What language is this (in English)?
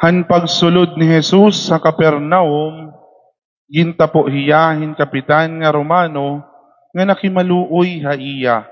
Waray